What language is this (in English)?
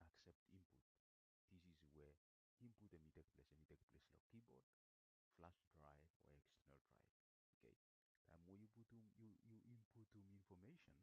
Bislama